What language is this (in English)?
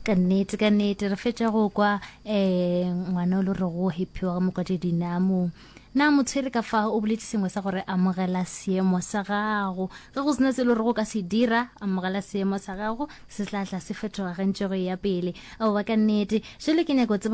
Northern Sotho